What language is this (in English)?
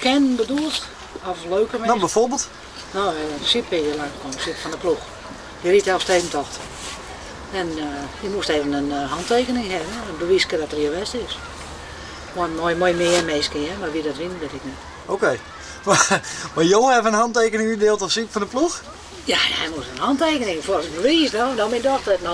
Western Frisian